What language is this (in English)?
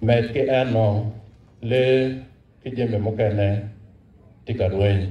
Acoli